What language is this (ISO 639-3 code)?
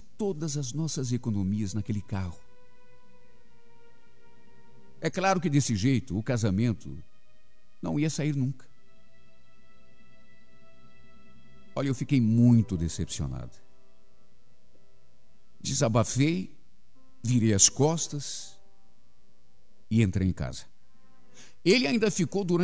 por